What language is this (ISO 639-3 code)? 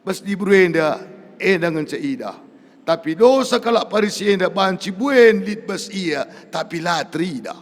btx